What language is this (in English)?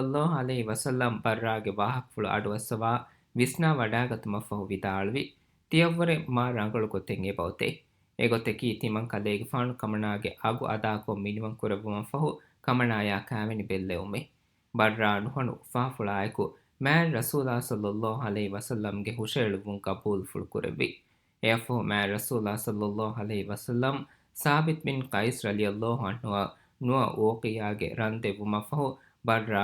Divehi